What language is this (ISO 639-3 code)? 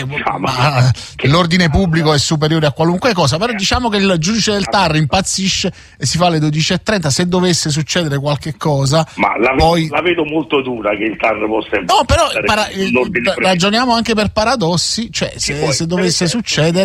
ita